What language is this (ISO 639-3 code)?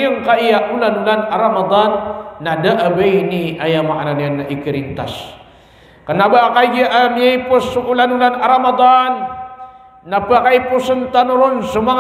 mrw